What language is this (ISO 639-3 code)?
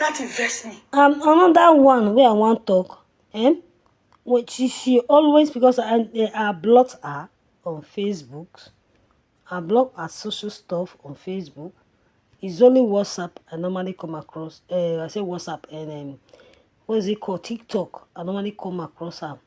pcm